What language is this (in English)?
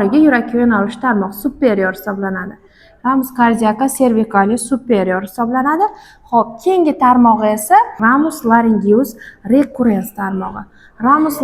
Uzbek